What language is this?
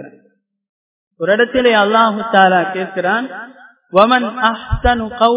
Tamil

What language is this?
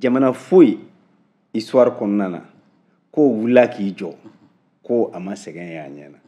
Bambara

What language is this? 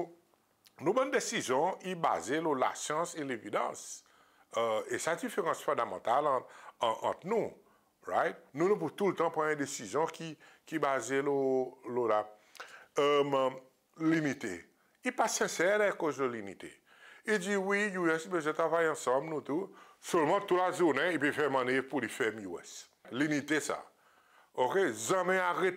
Seselwa Creole French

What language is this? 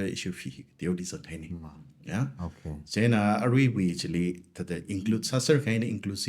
Tangkhul Naga (India)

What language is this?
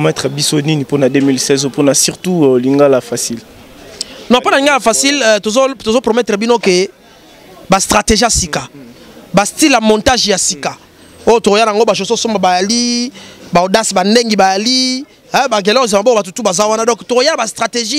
Lingala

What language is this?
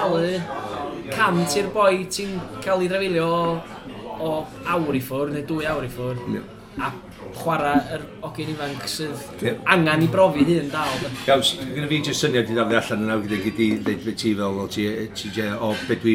Welsh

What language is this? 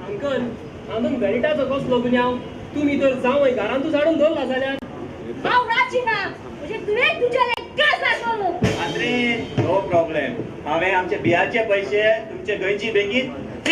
Konkani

